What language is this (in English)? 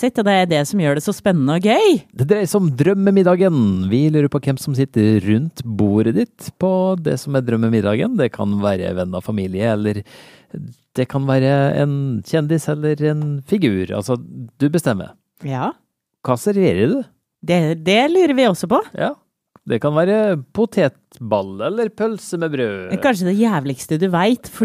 Norwegian